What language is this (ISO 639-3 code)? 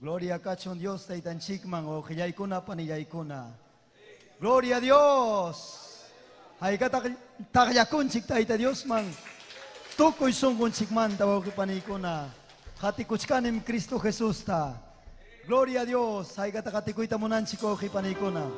quy